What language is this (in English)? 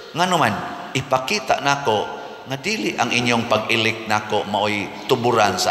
Cebuano